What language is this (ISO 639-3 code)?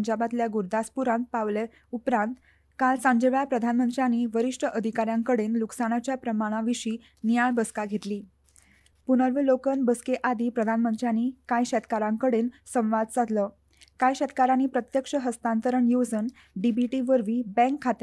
kok